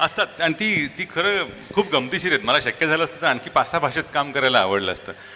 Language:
Marathi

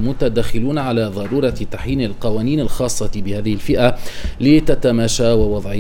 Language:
Tunisian Arabic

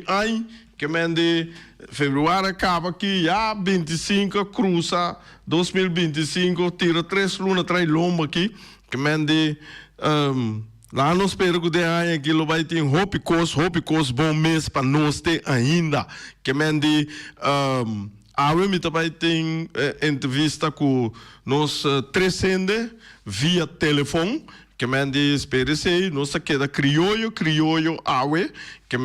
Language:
Papiamento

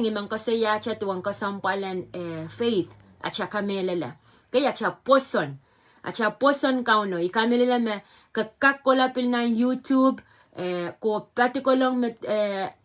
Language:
Pohnpeian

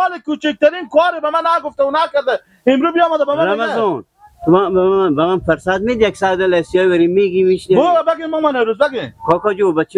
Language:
Persian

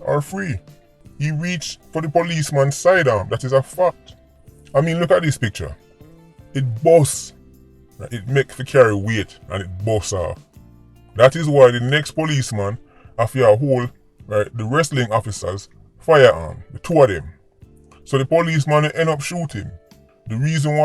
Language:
Jamaican Creole English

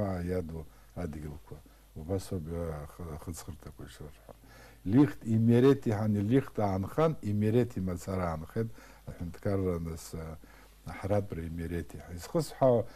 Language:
Abkhazian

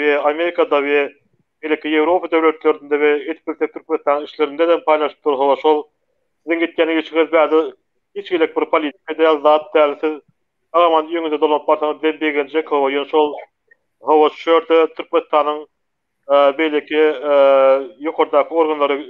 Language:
Turkmen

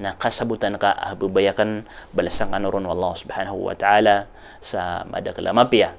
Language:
Maranao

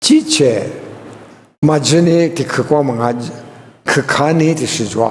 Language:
Lisu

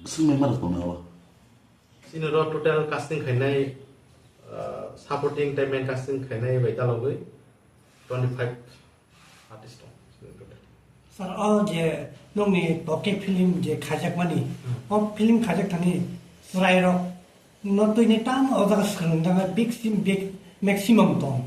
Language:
Kok Borok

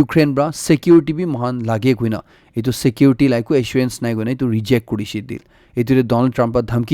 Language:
Naga Pidgin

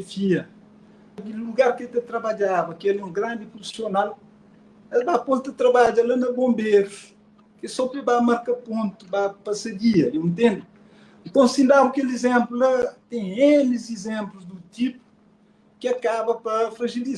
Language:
Kabuverdianu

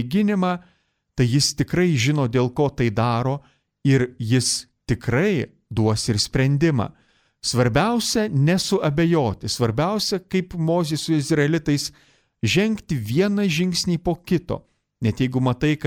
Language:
Lithuanian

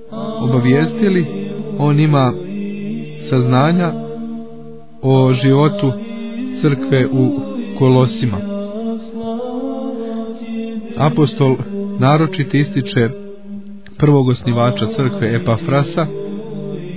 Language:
Croatian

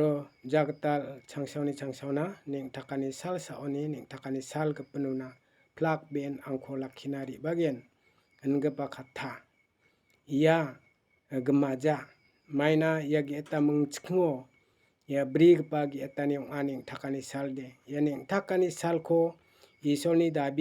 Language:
Garo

